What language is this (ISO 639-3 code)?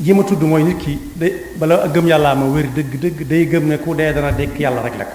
wol